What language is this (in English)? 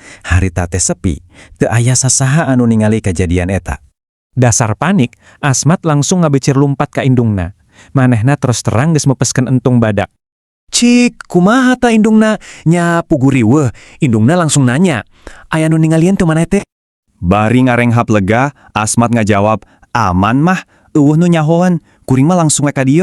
Sundanese